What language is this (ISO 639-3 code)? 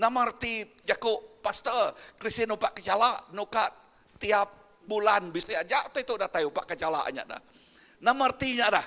iba